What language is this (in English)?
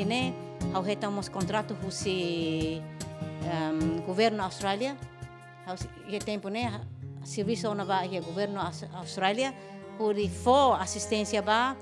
Tetum